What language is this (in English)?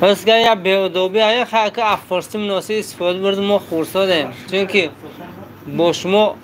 Tajik